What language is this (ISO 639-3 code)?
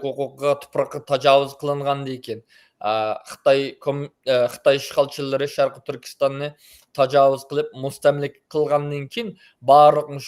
uig